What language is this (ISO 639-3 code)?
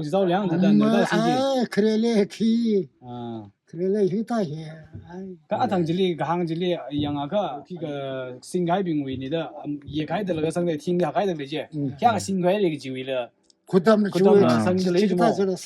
nmf